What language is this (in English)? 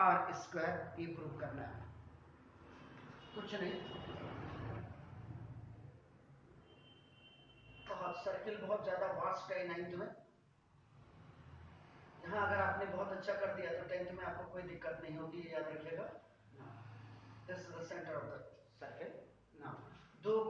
Hindi